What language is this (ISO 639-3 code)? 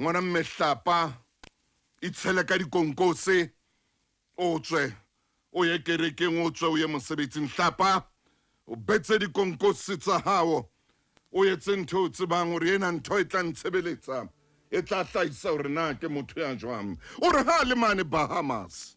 sot